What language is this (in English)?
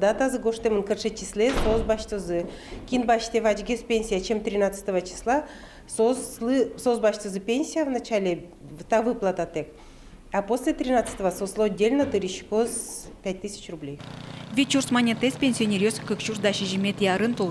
Udmurt